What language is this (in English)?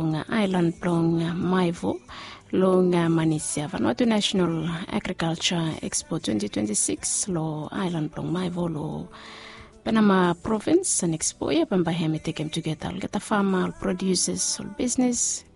Bislama